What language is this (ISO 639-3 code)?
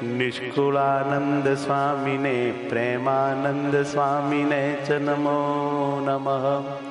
guj